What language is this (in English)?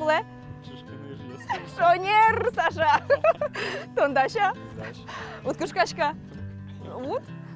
Udmurt